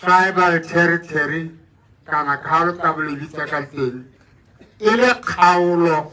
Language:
Tswana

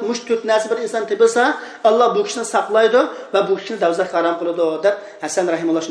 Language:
Uyghur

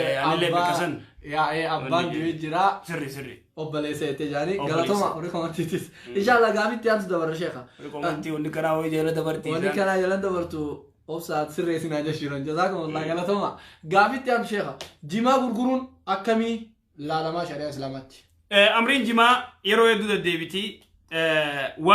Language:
Oromo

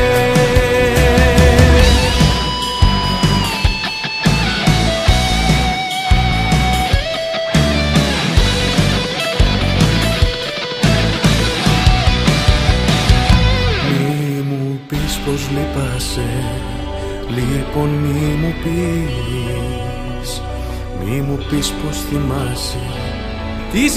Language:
Greek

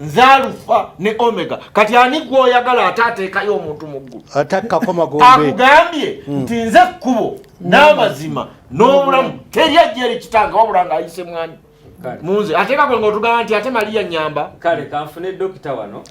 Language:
Ganda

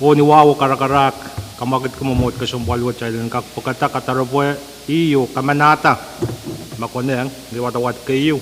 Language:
Pohnpeian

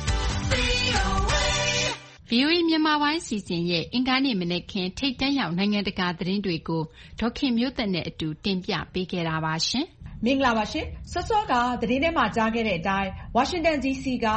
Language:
Burmese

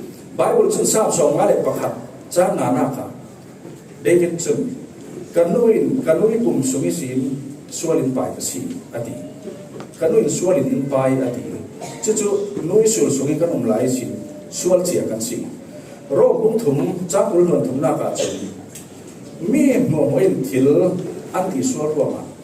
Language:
Falam Chin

